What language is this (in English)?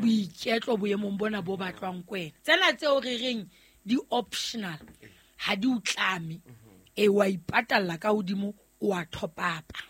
Southern Sotho